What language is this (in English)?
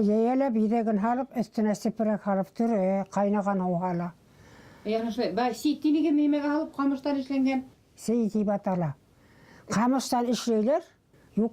Bashkir